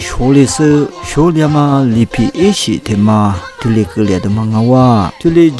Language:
Lisu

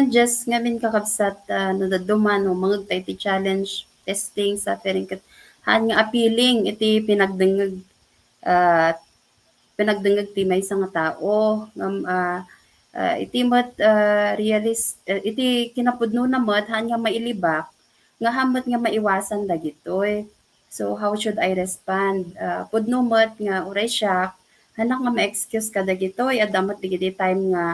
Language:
Iloko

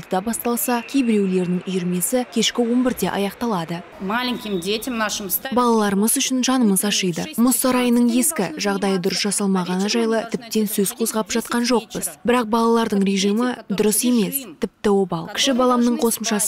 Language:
Kazakh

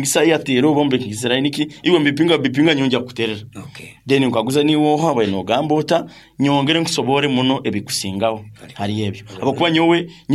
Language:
Nyankole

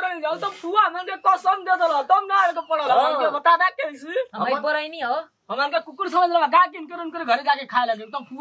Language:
Bhojpuri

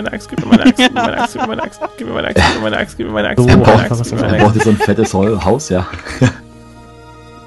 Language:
German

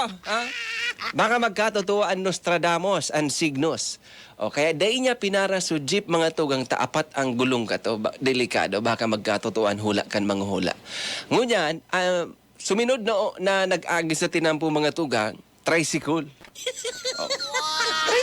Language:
Bikol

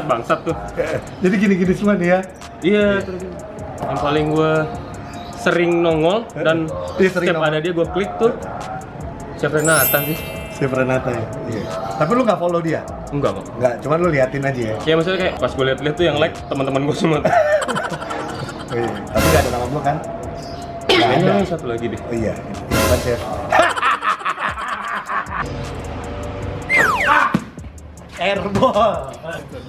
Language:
Indonesian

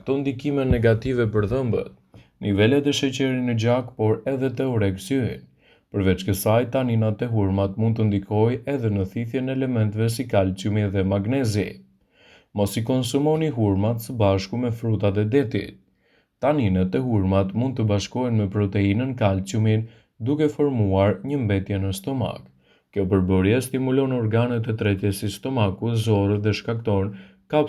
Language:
Albanian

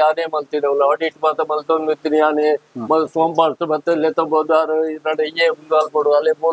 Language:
Tulu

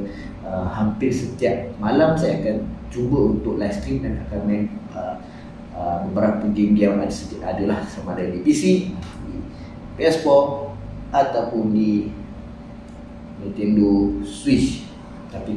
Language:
Malay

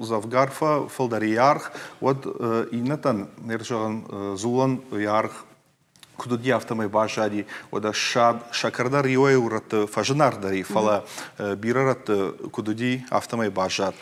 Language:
Ossetic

